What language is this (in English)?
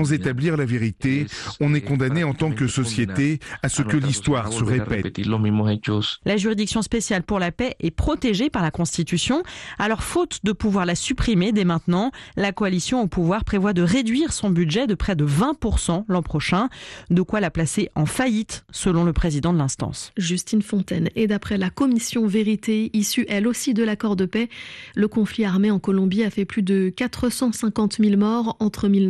French